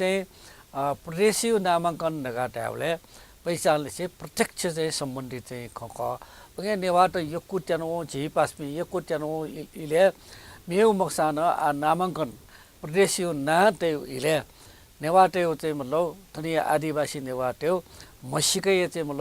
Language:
Newari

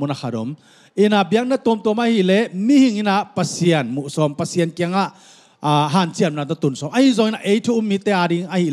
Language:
Tedim Chin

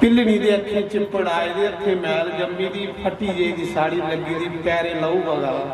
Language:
Dogri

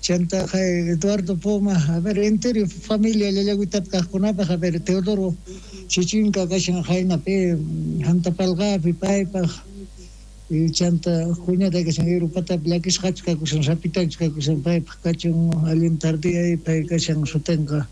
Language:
South Bolivian Quechua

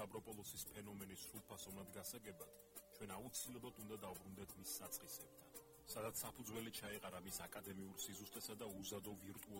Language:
Georgian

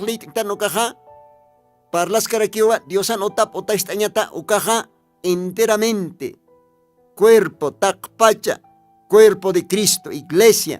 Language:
Aymara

